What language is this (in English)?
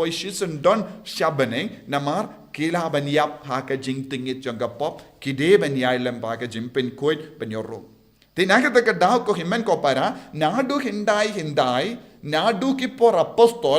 Khasi